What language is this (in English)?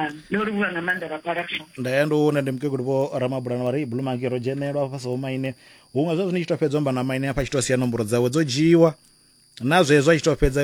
Venda